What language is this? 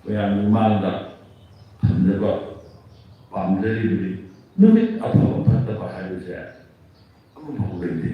Manipuri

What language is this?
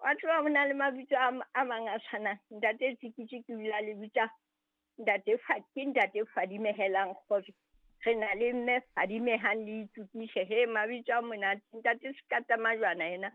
Southern Sotho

